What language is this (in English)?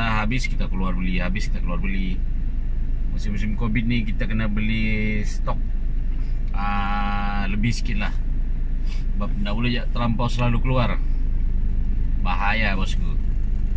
Malay